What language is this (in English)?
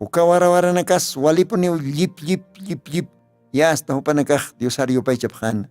Aymara